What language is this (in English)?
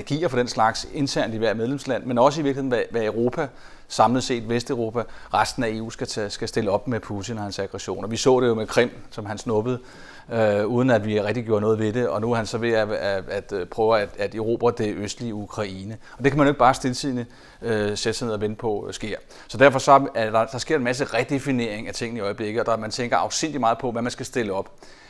Danish